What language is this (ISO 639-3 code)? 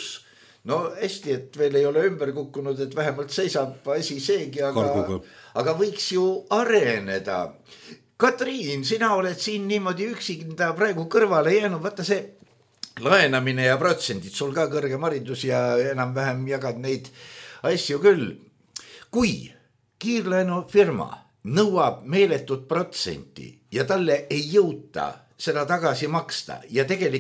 est